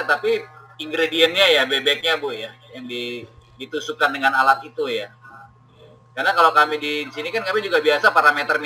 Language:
Indonesian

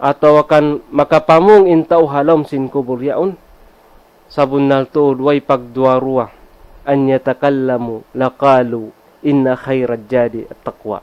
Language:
Tausug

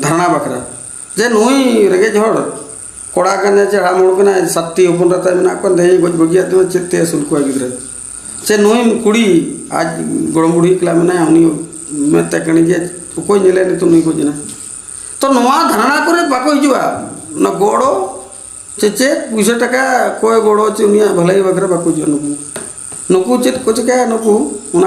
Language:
Santali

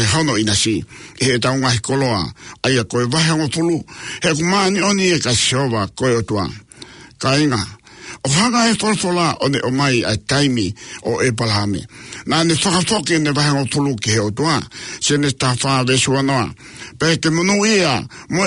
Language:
Tongan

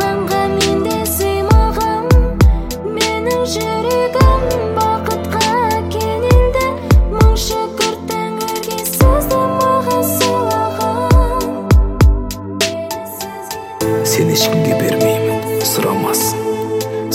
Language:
Kazakh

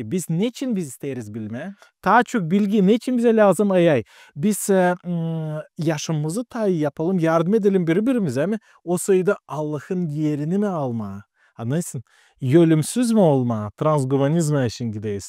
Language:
Gagauz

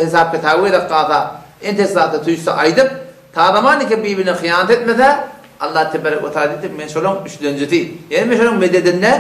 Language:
Turkmen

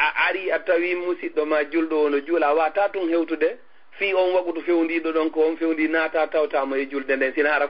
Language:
Fula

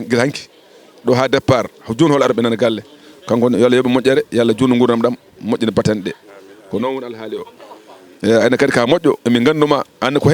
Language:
Fula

